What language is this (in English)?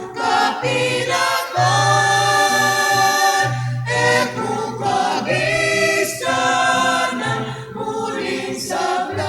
Pampanga